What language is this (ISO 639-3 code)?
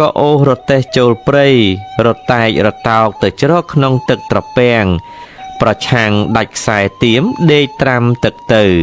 khm